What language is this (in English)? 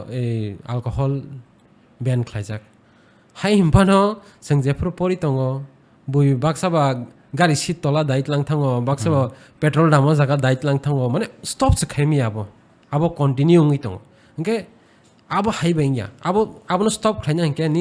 Kok Borok